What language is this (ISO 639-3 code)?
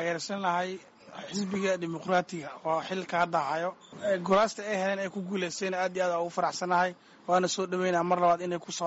som